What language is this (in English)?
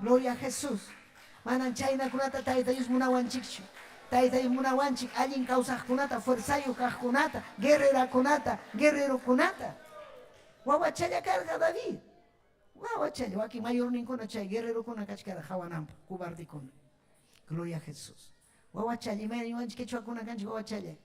Ayacucho Quechua